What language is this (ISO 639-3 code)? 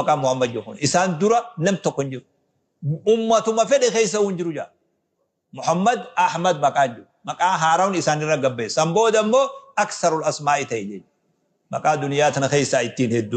orm